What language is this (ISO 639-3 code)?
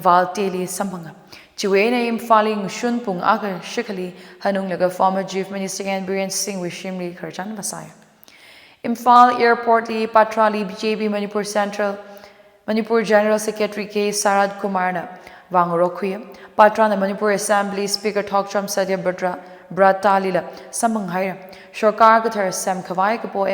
nmf